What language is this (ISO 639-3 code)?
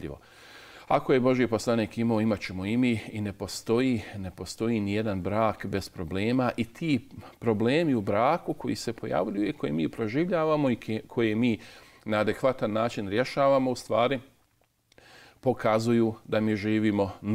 bos